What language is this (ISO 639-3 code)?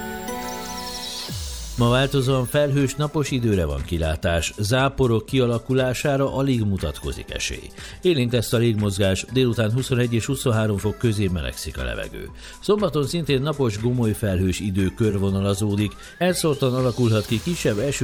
hun